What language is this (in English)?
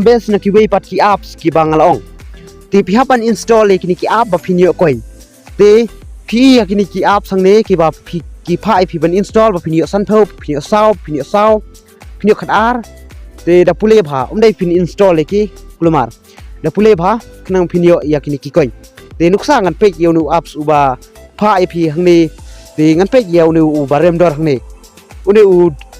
Khasi